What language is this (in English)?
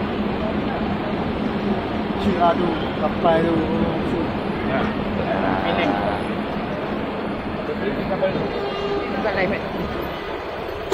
Malay